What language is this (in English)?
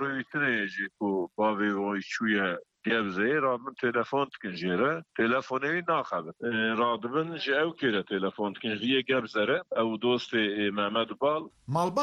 Kurdish